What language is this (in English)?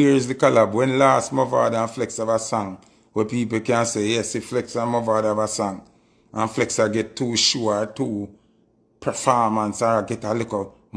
Jamaican Creole English